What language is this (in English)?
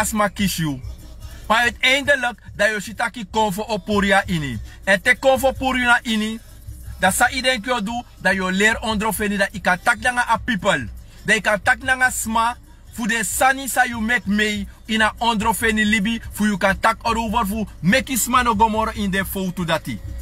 Sranan Tongo